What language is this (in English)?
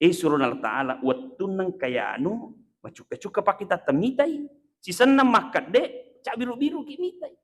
Buginese